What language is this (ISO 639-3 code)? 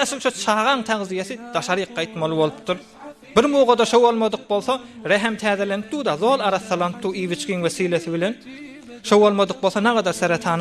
tuk